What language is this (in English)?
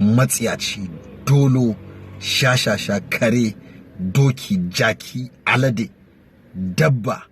Hausa